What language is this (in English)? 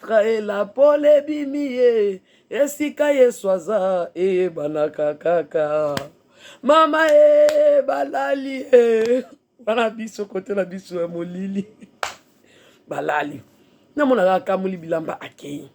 Lingala